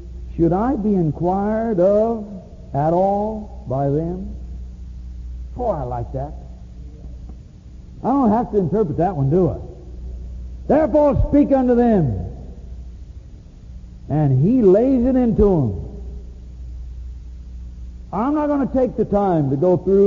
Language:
English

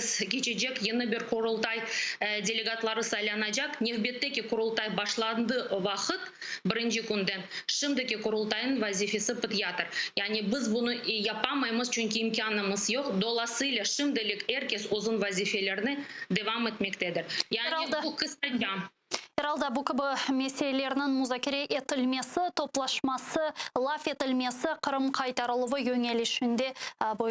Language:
Crimean Tatar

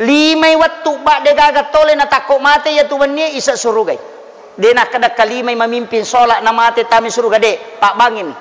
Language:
Buginese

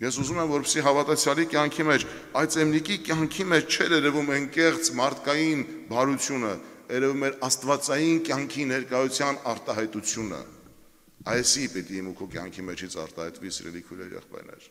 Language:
Armenian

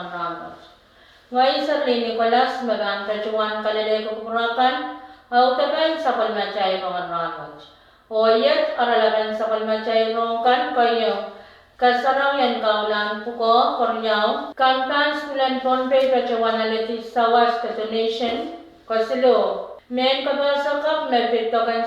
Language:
Pohnpeian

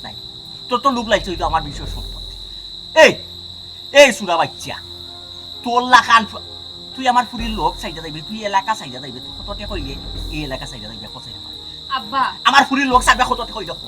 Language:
Sylheti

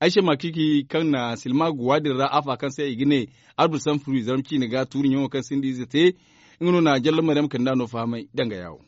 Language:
Zarma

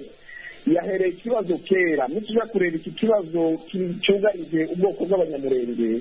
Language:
Kinyarwanda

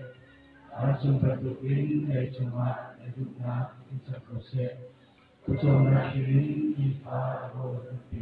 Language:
Hakha Chin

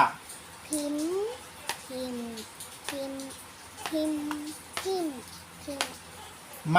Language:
Shan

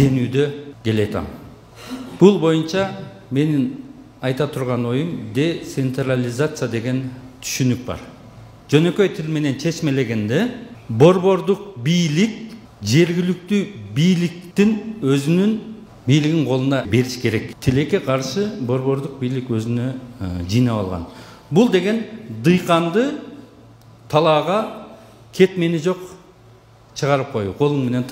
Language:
Kyrgyz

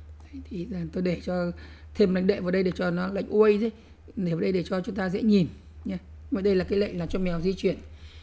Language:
Vietnamese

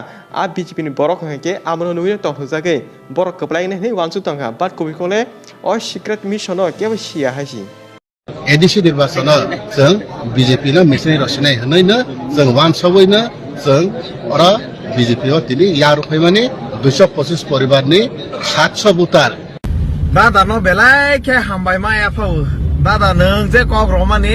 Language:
Kok Borok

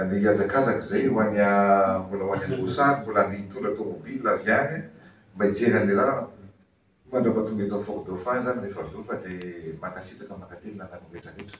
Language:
Malagasy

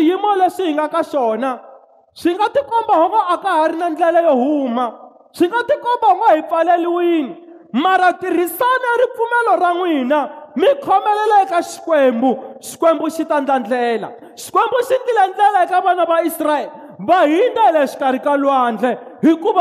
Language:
Tsonga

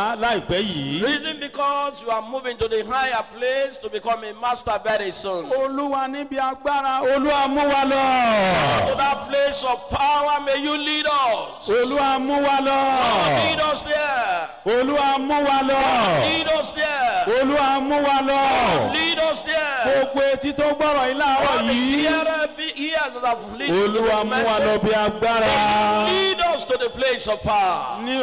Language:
Yoruba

